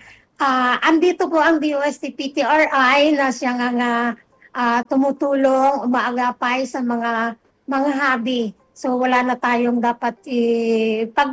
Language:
Filipino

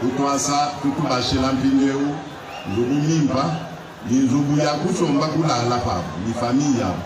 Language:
Luba-Lulua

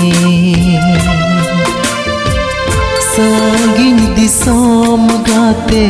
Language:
Santali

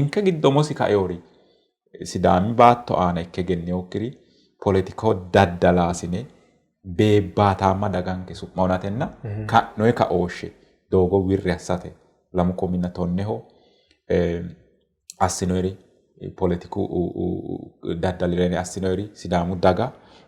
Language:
Sidamo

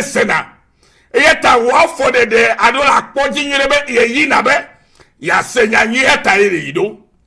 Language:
Ewe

